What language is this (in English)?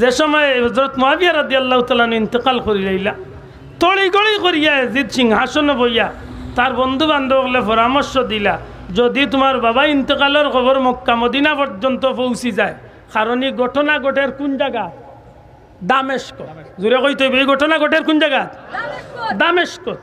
Sylheti